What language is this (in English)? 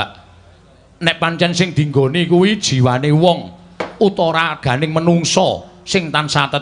Javanese